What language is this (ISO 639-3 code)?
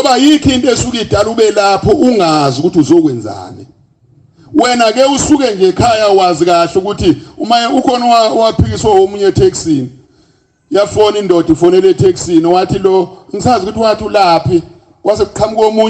zul